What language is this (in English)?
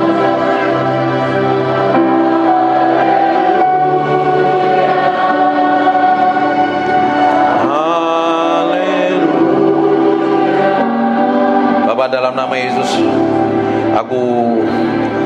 Indonesian